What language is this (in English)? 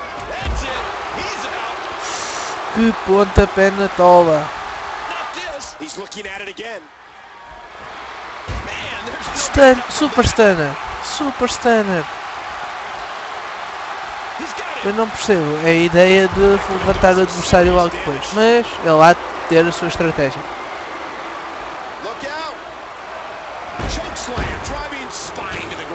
Portuguese